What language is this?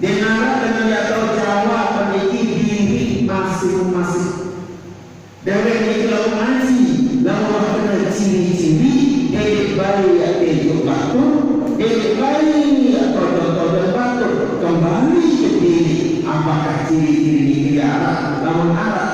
Sasak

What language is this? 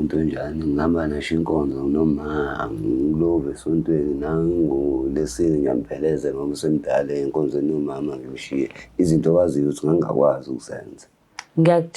Zulu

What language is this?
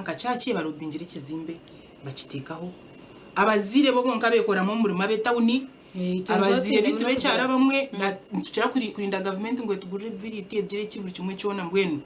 Nyankole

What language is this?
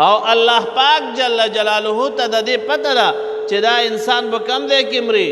Pashto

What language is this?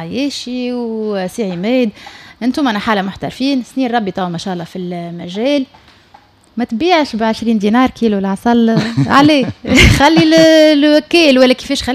Tunisian Arabic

